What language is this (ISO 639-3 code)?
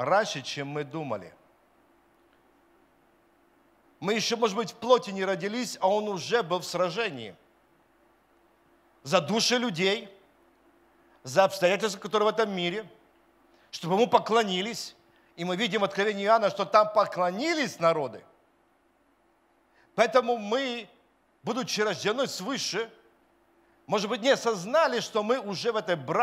rus